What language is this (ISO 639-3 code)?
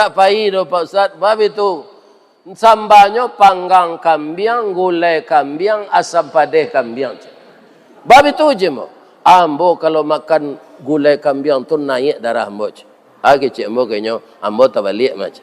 min